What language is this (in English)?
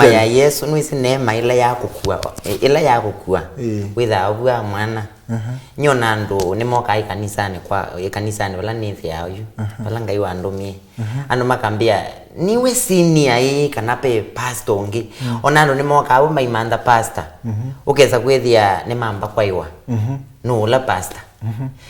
Kamba